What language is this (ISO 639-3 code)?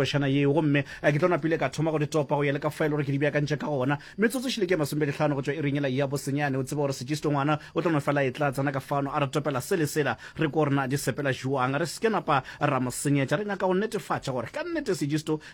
nso